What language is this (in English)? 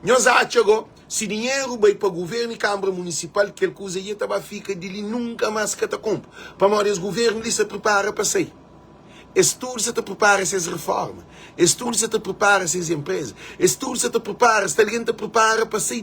Kabuverdianu